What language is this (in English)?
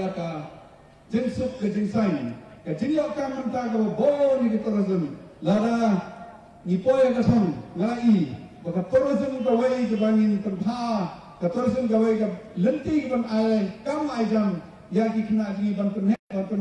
Khasi